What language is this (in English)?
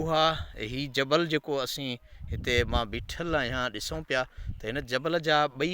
Sindhi